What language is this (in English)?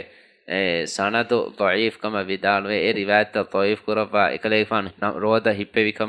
Divehi